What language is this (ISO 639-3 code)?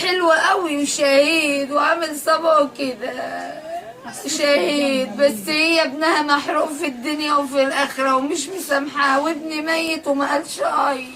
arz